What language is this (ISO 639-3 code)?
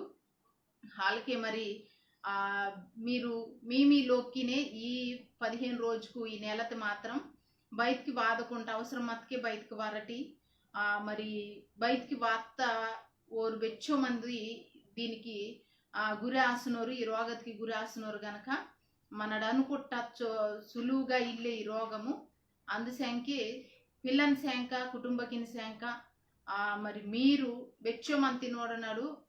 kff